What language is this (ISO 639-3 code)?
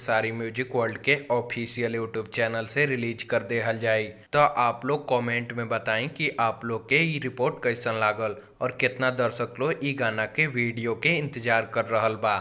bho